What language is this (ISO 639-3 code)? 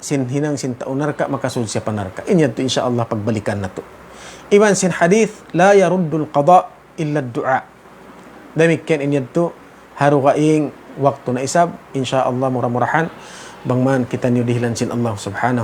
tsg